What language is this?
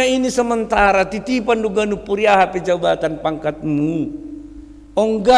Batak Simalungun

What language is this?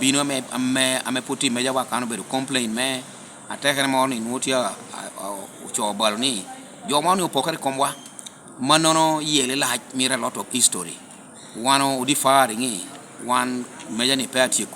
Lango (Uganda)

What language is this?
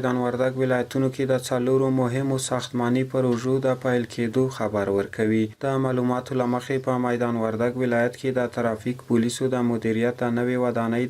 Pashto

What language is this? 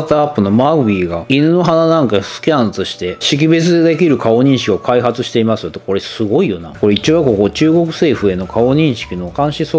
Japanese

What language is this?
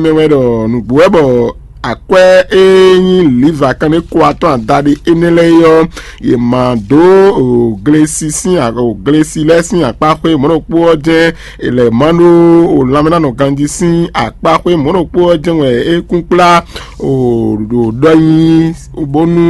Fon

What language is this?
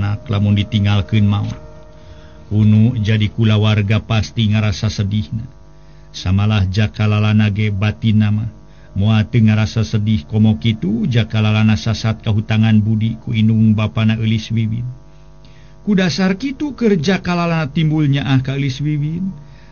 Sundanese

